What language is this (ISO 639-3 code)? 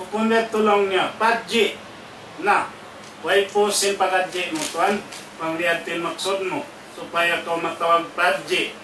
tsg